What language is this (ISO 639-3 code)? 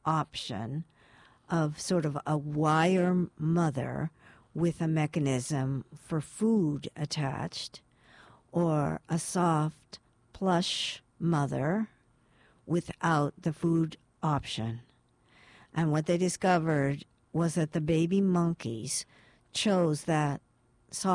eng